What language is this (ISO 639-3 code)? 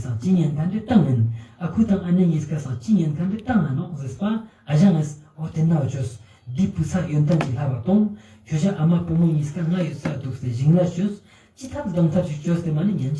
lbj